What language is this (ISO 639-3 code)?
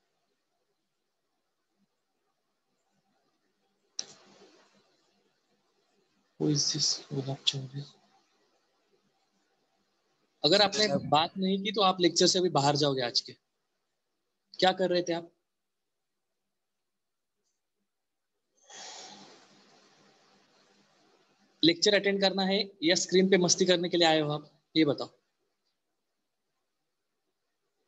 hin